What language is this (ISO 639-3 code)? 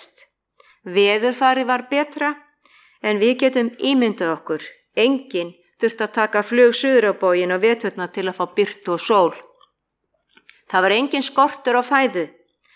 isl